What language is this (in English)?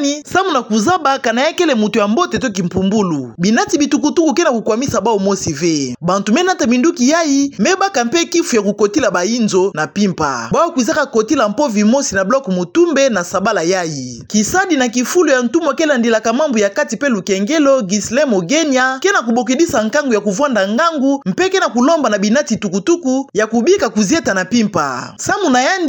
Kituba (Democratic Republic of Congo)